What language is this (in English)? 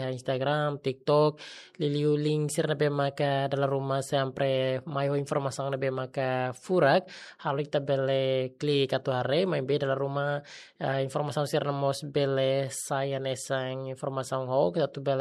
Tetum